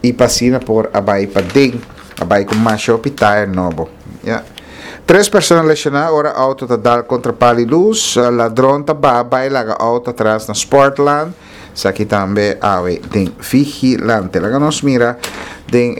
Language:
Papiamento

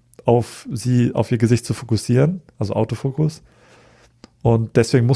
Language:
German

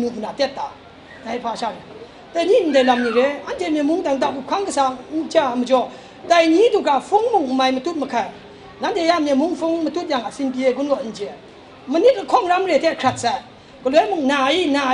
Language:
Kachin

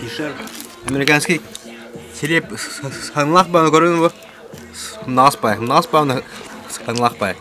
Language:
Yakut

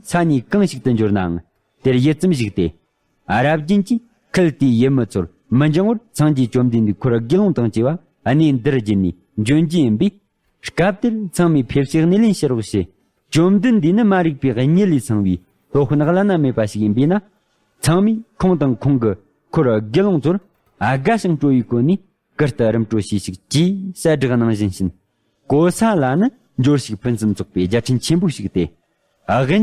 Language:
Tibetan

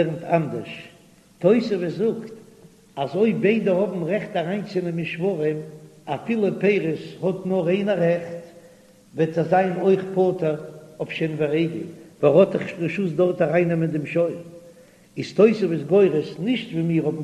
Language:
Yiddish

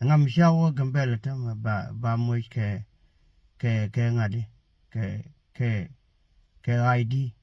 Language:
Nuer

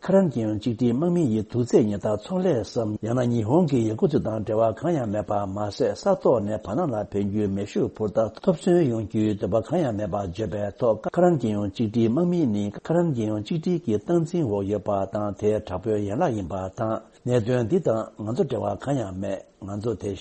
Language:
Tibetan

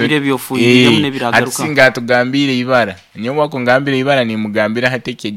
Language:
Nyoro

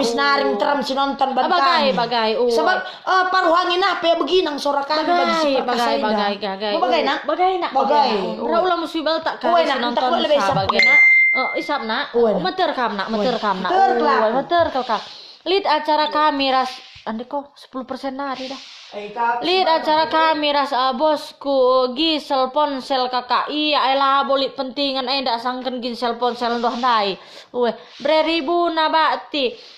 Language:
Batak Karo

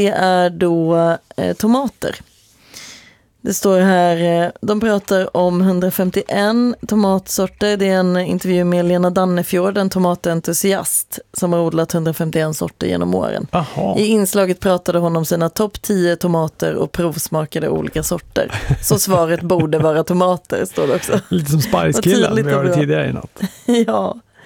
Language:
Swedish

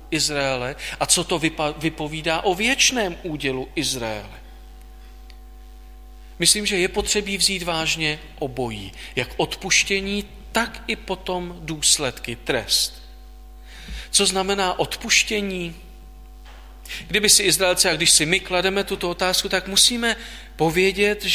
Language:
Czech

